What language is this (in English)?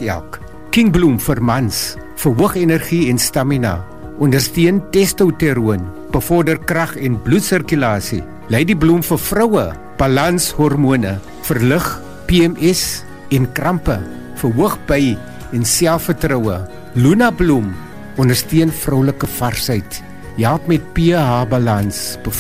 Afrikaans